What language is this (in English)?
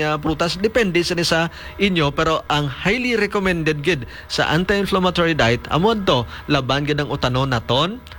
Hiligaynon